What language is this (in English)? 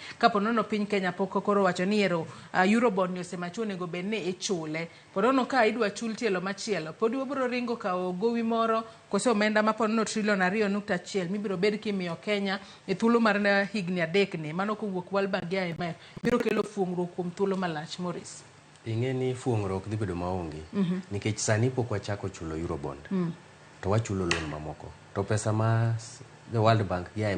Luo (Kenya and Tanzania)